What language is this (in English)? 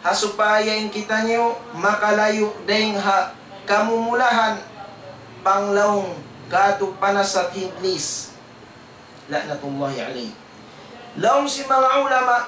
Tausug